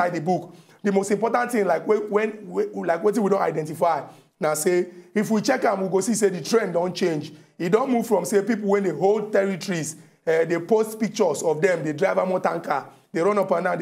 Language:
Nigerian Pidgin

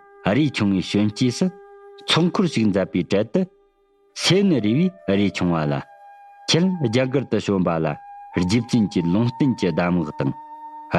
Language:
Tibetan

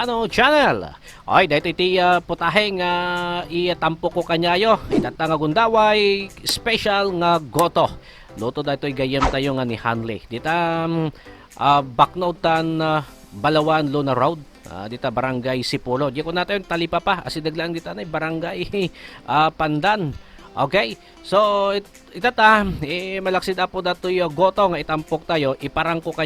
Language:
Iloko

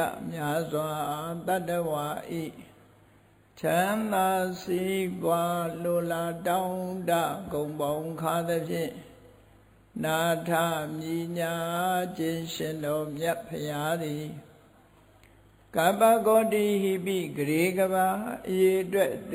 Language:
Burmese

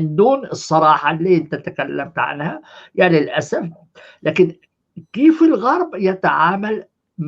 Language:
North Levantine Arabic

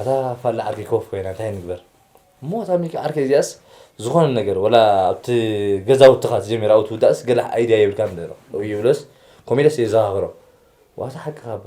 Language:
Tigrinya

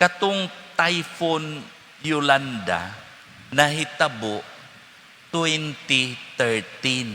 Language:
Cebuano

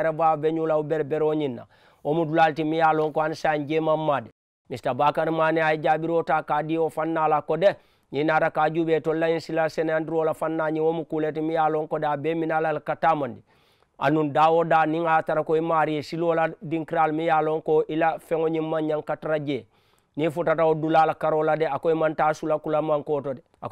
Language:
Mandingo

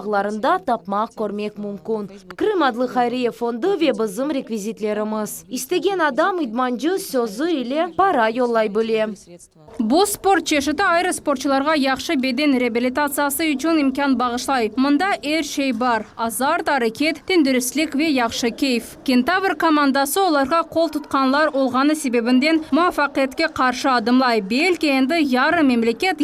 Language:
Crimean Tatar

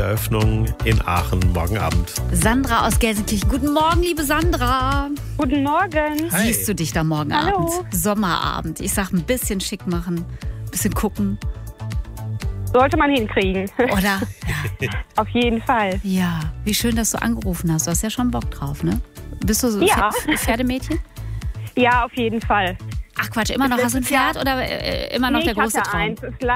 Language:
German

